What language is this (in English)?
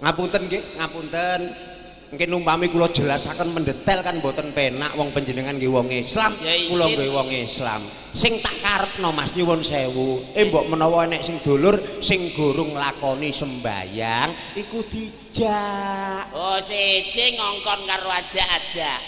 Javanese